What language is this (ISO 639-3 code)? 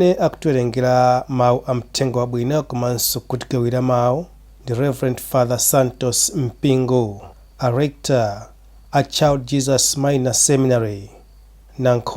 nya